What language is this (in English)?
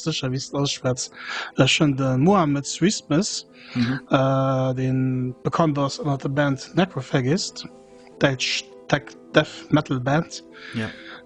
Luxembourgish